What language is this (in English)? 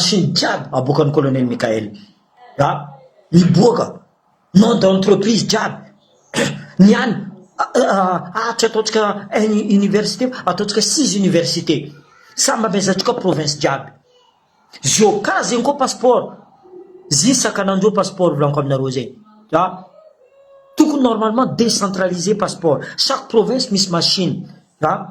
Malagasy